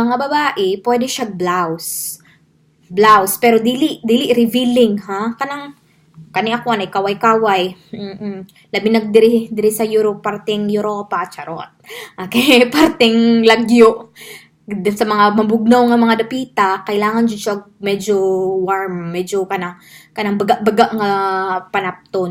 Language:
Cebuano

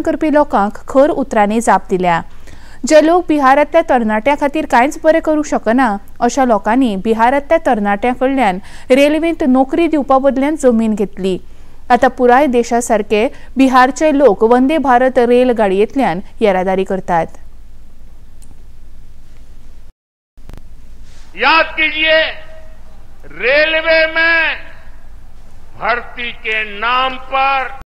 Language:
Konkani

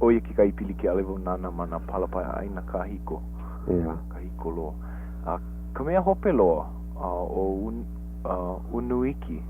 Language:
Hawaiian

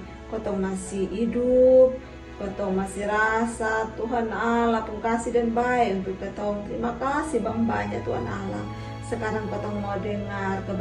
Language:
Kupang Malay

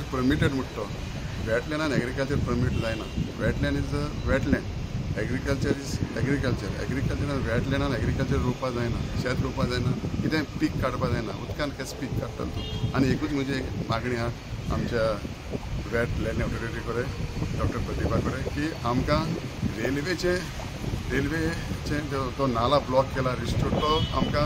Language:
Konkani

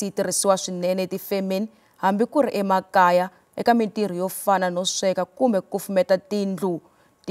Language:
Tsonga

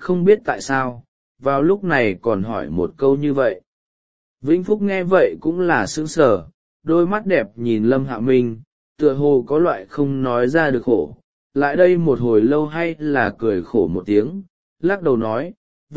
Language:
Vietnamese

